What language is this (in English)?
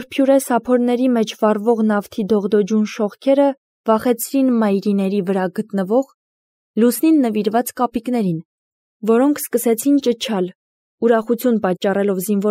Armenian